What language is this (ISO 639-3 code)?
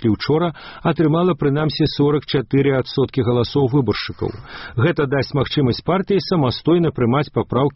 bel